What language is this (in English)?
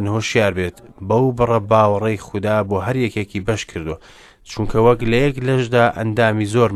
Central Kurdish